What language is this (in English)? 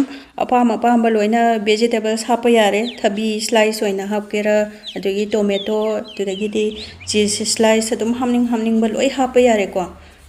Manipuri